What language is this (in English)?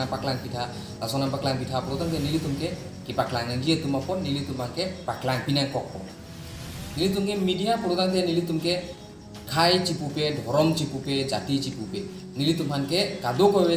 Karbi